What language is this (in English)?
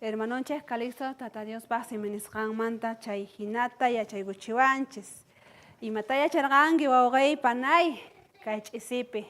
South Bolivian Quechua